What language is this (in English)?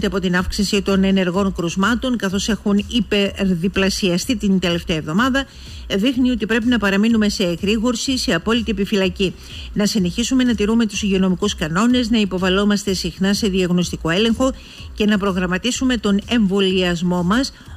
Greek